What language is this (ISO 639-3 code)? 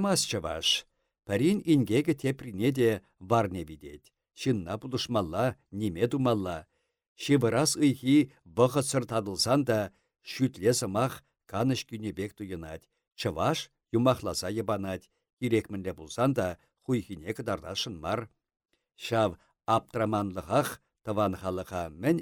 chv